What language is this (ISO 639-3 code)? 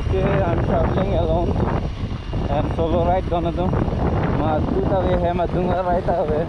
mjw